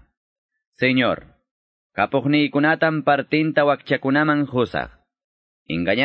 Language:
Ayacucho Quechua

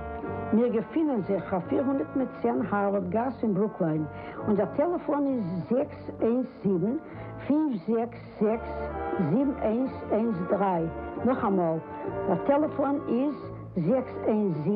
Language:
Yiddish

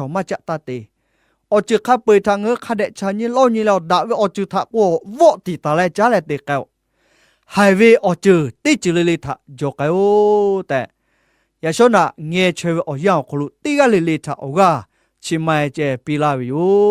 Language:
Lahu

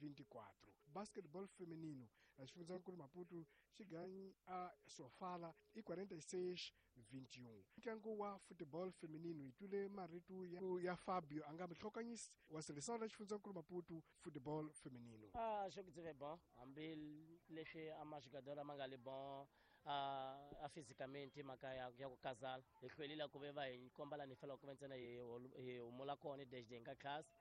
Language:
Tsonga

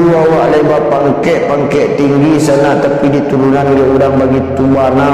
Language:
Minangkabau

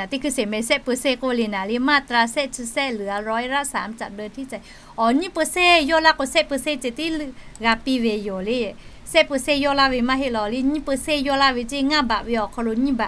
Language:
Lahu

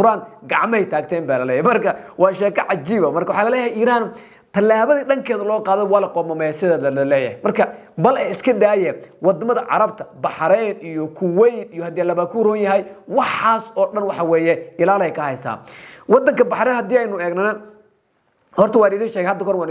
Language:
Somali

